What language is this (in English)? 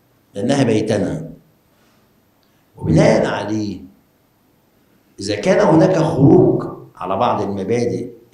Egyptian Arabic